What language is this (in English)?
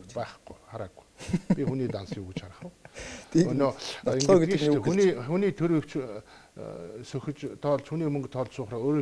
Mongolian